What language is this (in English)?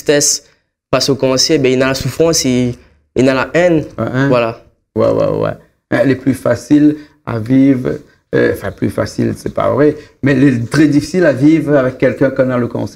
Réunion Creole French